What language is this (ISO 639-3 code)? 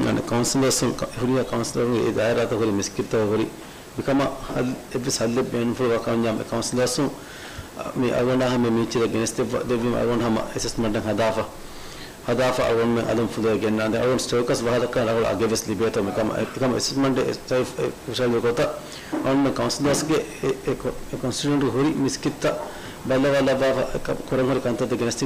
div